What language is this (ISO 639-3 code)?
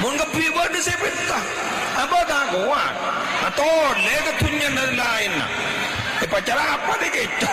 mad